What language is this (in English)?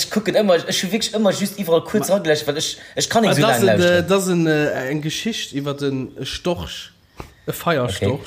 Luxembourgish